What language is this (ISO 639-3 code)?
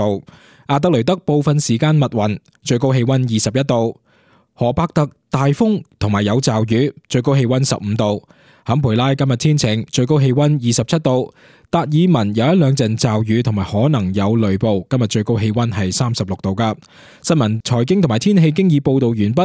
yue